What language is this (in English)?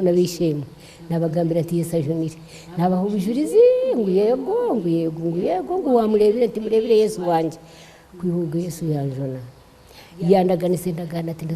Nyankole